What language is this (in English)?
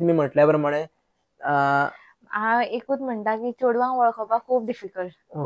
Konkani